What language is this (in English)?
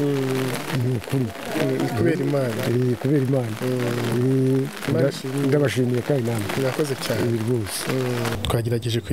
Kinyarwanda